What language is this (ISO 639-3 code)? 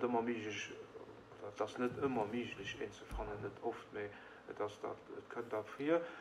ltz